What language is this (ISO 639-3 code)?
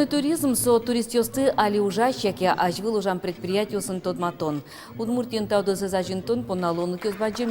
udm